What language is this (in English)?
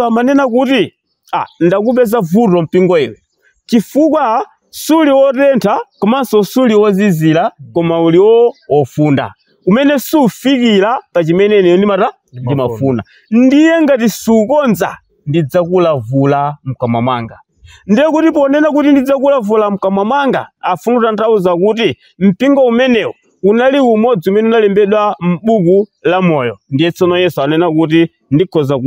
Nyanja